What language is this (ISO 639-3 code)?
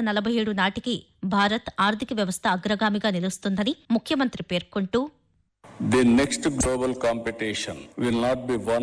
tel